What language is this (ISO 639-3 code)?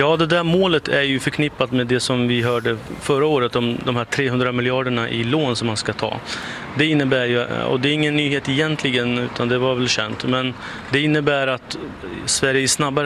swe